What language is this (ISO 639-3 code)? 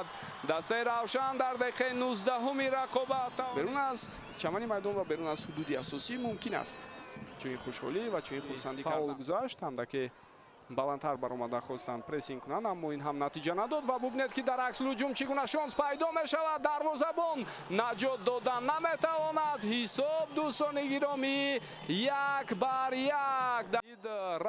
tgk